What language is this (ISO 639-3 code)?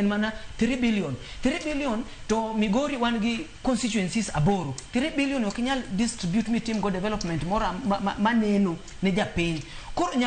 luo